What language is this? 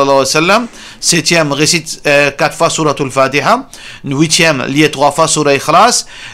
Morisyen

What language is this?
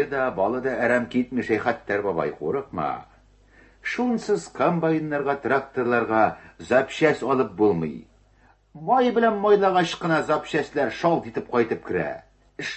Tatar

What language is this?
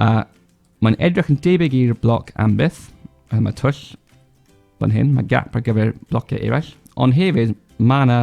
Welsh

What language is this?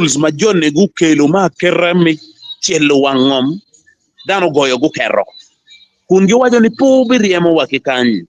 Acoli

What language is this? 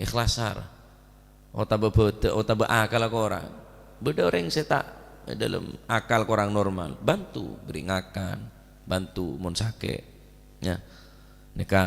Madurese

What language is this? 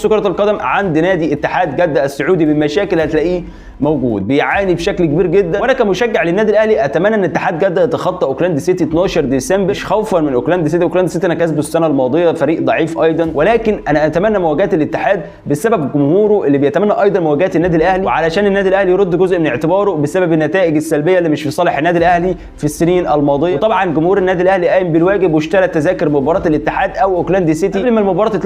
Egyptian Arabic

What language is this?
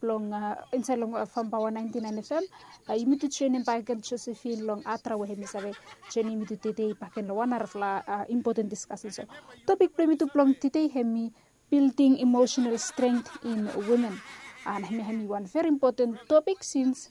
Bislama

